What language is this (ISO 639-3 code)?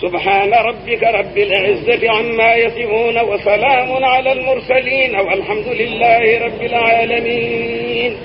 ful